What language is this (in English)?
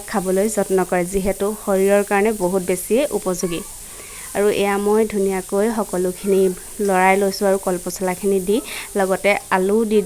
Assamese